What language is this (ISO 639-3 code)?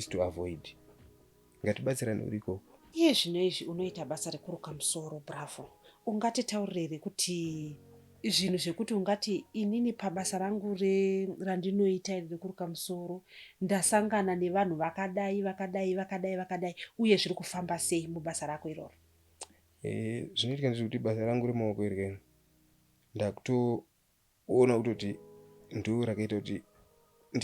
sna